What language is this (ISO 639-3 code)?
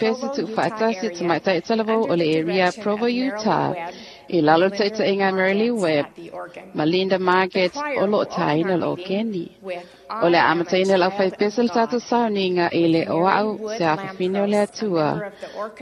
smo